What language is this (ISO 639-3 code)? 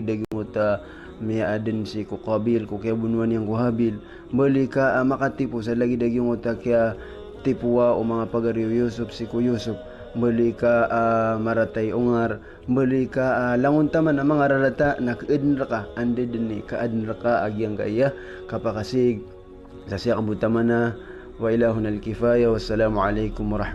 mrw